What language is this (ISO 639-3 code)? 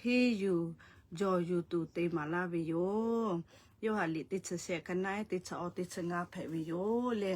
lhu